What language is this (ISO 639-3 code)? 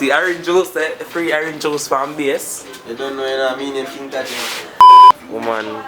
jam